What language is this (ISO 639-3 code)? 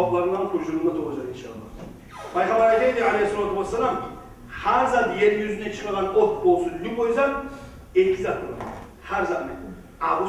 kum